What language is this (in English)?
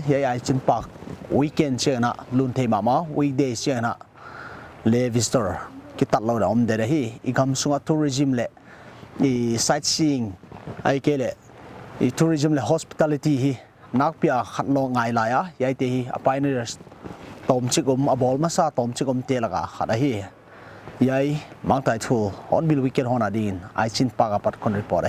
Paite Chin